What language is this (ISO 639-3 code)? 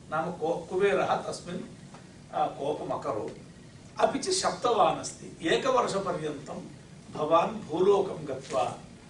san